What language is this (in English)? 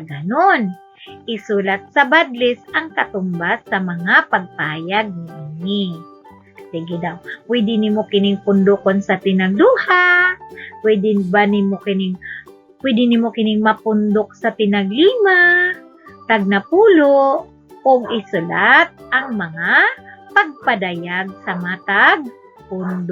Cebuano